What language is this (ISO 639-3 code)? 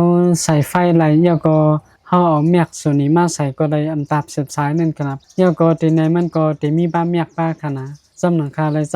shn